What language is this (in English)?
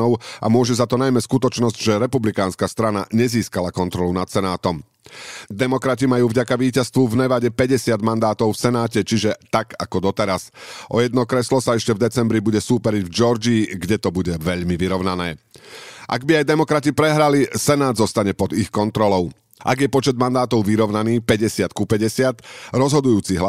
Slovak